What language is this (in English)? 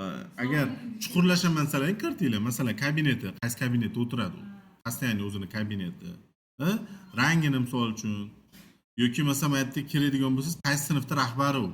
Uzbek